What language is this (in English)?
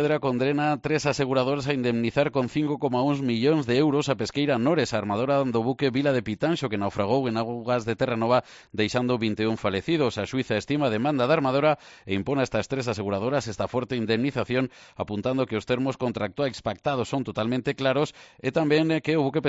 Galician